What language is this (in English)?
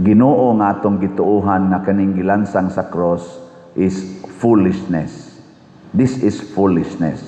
Cebuano